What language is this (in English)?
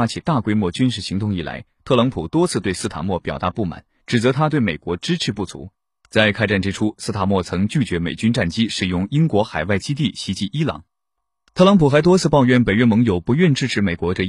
Chinese